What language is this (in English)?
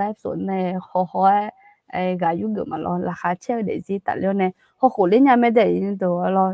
Akha